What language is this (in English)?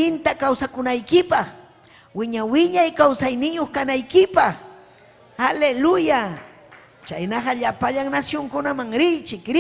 Ayacucho Quechua